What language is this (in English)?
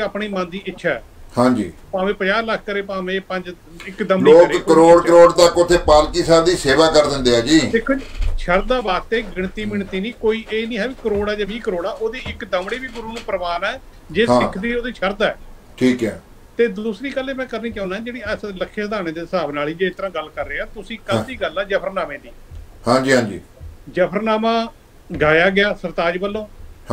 Punjabi